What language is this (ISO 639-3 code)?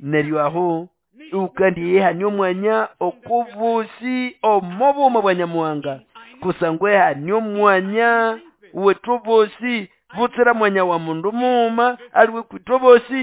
nnb